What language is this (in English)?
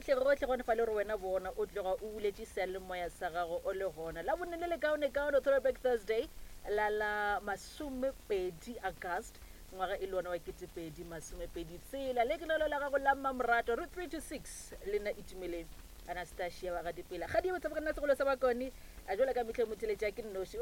Northern Sotho